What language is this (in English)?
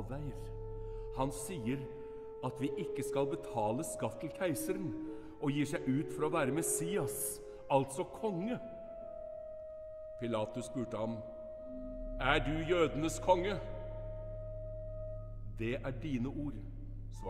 Norwegian